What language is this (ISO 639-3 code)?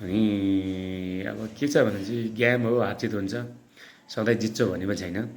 nep